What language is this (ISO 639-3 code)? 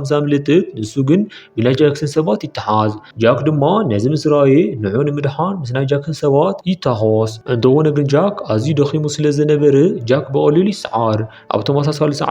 tir